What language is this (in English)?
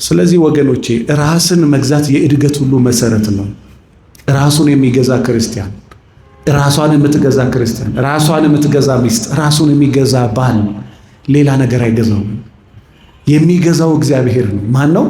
Amharic